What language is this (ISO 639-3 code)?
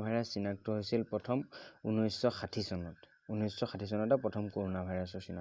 asm